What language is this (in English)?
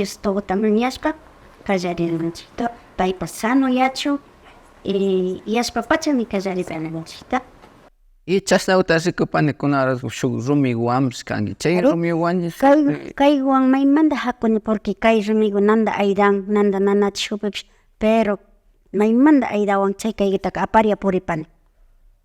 Imbabura Highland Quichua